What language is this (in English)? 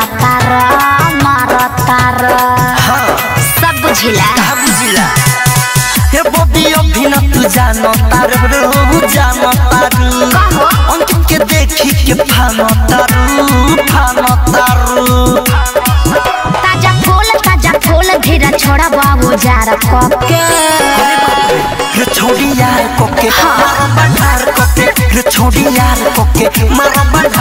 Bhojpuri